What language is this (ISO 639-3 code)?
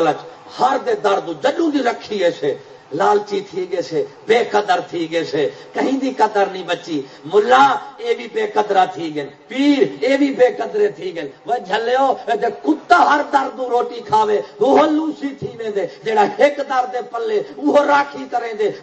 skr